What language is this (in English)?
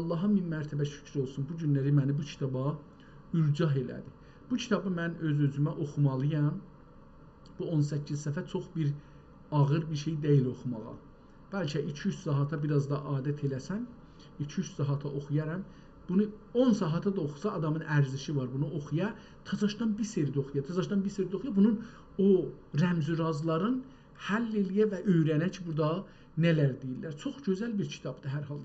South Azerbaijani